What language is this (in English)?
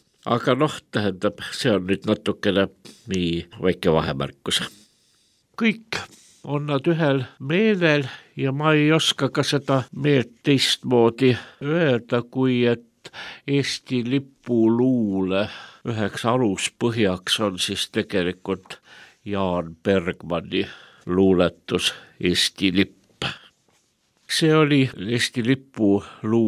Estonian